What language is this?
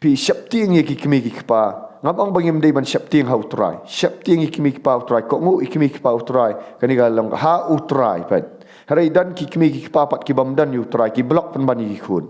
Khasi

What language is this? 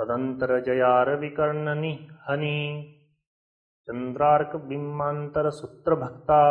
Sanskrit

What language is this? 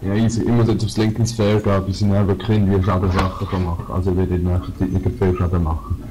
Swiss German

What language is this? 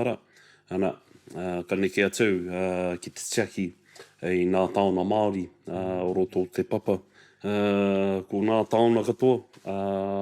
Māori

